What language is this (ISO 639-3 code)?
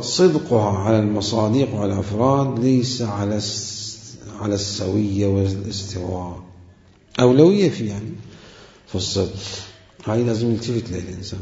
acm